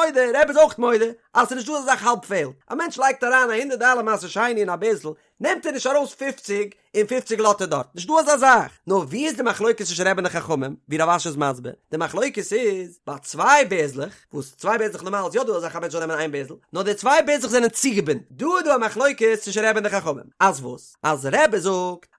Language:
Yiddish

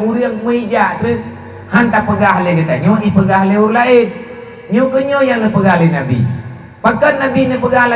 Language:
Achinese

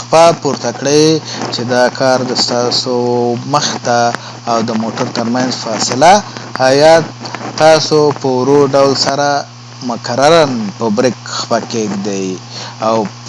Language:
Pashto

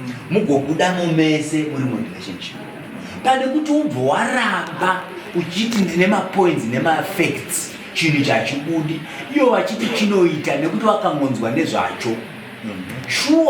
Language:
Shona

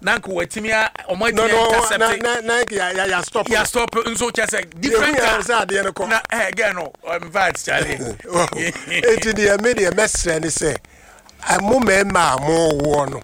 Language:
Akan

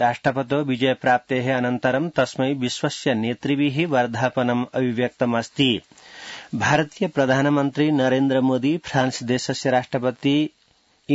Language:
Sanskrit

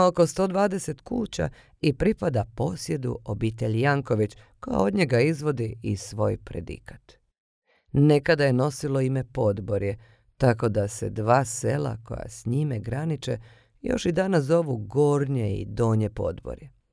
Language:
Croatian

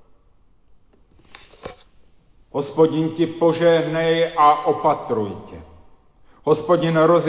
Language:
Czech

